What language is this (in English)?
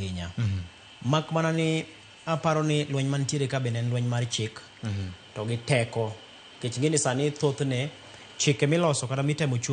Luo (Kenya and Tanzania)